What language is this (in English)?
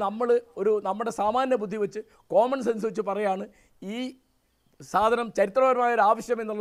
Malayalam